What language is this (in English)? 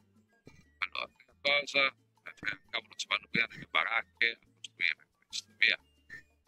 Italian